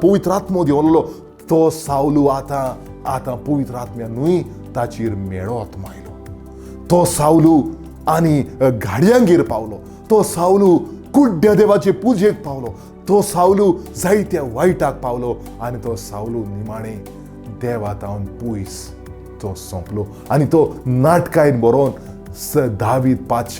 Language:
Konkani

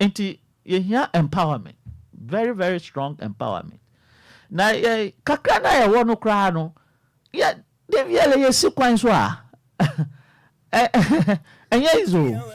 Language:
Akan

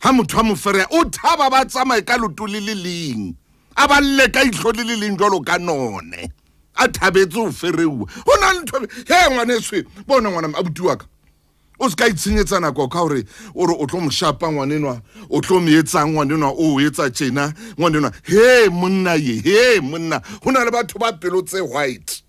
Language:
Southern Sotho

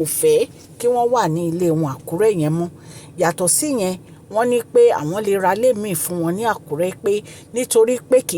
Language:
Yoruba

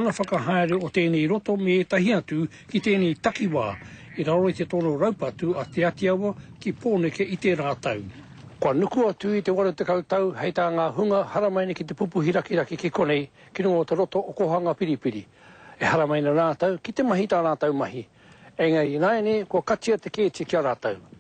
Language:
Māori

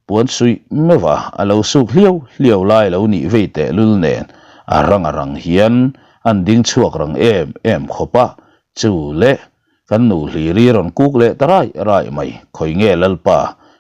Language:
Mizo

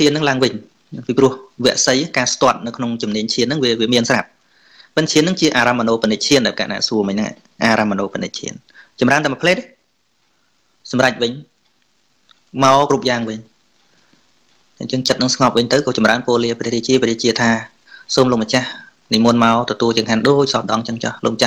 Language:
Khmer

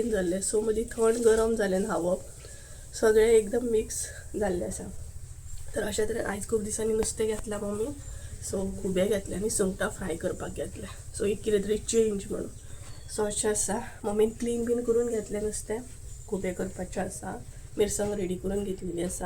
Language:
Konkani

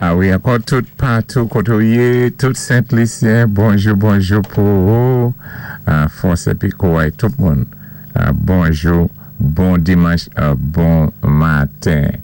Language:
Saint Lucian Creole French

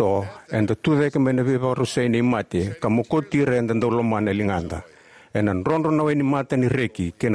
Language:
Fijian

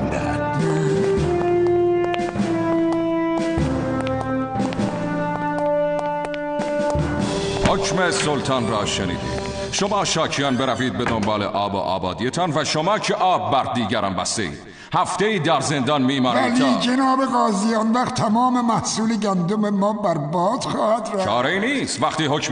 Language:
Persian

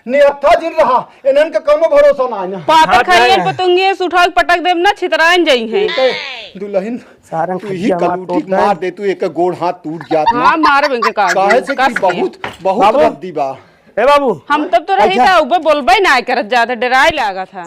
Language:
Awadhi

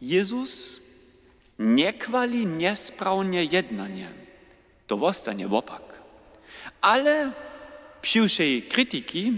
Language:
Upper Sorbian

